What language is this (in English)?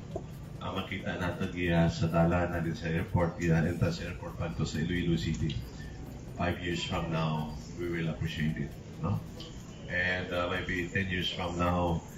Hiligaynon